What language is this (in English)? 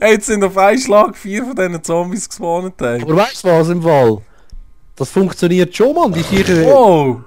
Swiss German